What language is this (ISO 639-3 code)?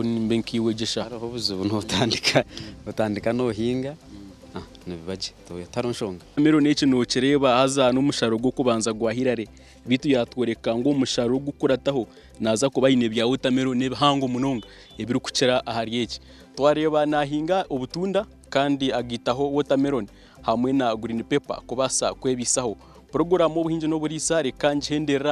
nyn